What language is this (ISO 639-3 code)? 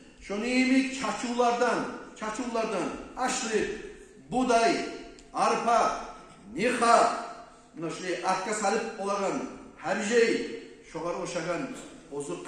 kum